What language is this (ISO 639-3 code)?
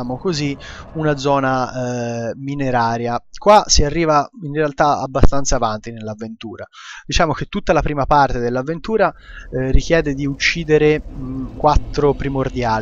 ita